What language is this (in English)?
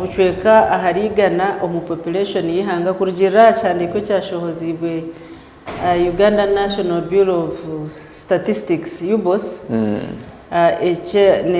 Nyankole